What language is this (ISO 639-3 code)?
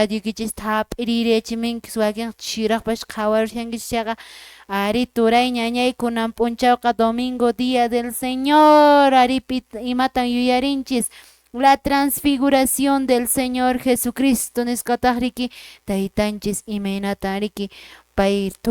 que